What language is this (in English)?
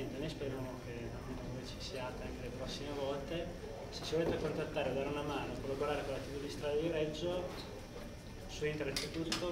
Italian